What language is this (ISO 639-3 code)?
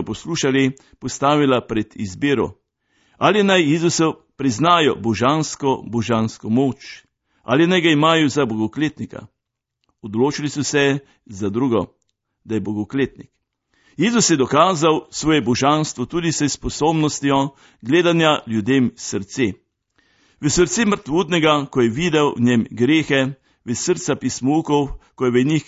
slv